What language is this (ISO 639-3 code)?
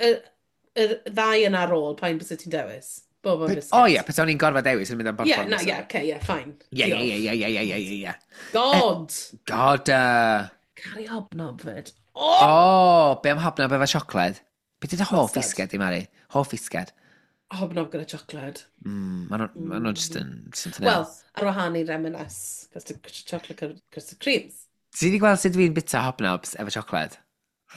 cym